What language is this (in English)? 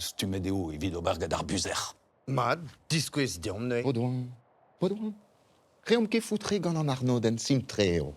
Breton